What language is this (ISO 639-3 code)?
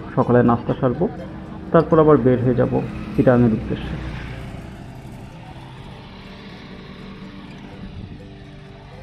ben